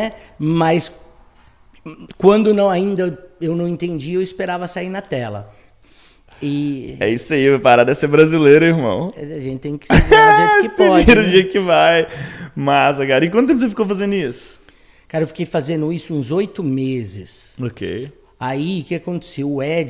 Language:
Portuguese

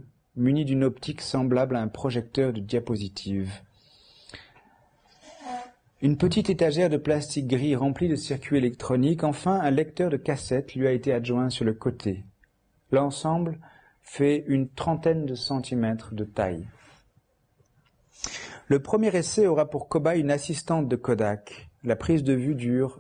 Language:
French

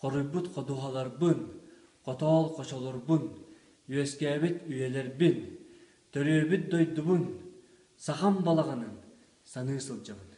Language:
Yakut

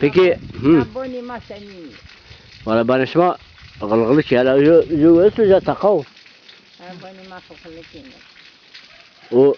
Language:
Zaza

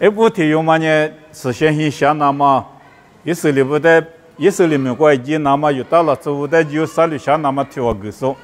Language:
Lisu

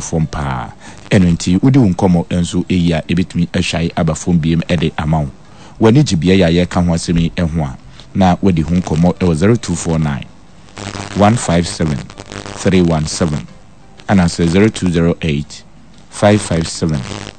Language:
Akan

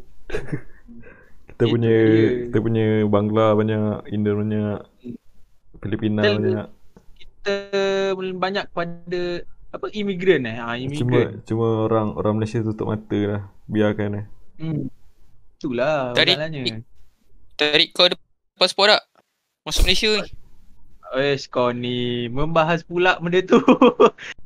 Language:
Malay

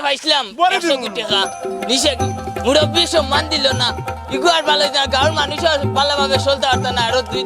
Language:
Sylheti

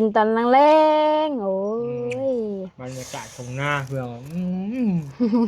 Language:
Lao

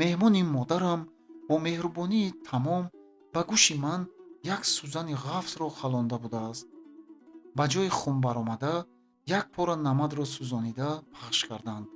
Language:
Tajik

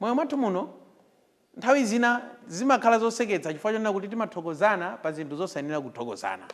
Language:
Nyanja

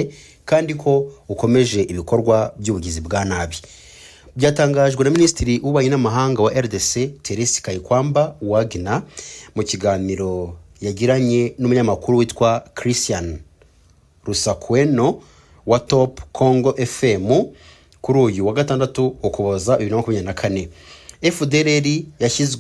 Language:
Kinyarwanda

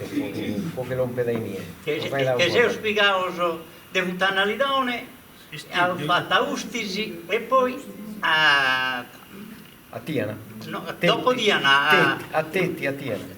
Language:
Sardinian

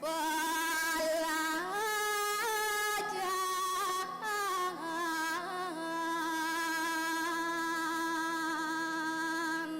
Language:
Balinese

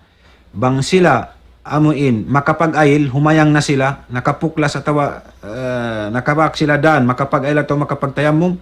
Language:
Tausug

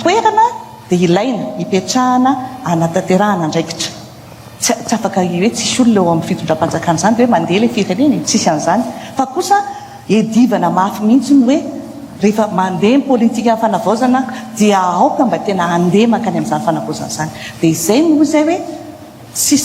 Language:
Malagasy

